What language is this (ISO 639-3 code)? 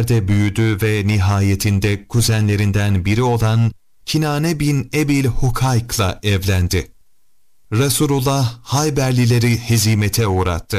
tur